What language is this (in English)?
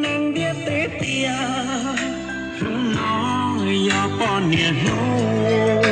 Hmong